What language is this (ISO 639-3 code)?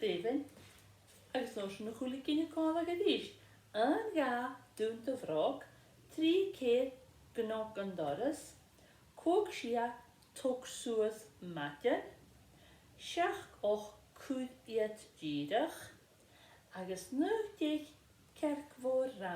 gla